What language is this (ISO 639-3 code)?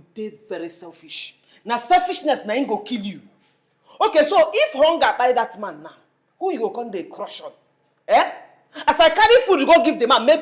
pcm